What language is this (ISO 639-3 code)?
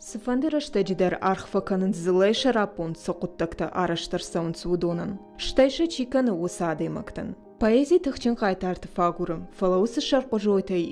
oss